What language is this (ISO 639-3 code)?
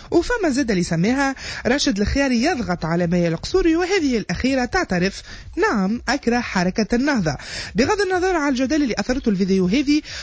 aeb